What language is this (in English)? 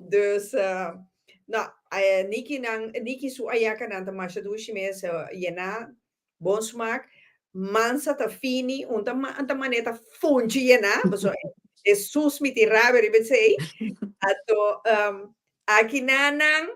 Papiamento